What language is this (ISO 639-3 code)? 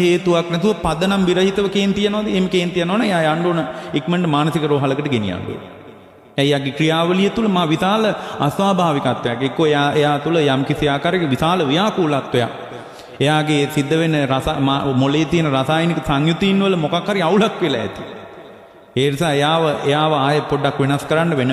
sin